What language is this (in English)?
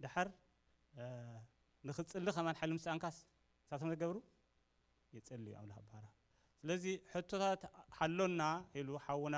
Tigrinya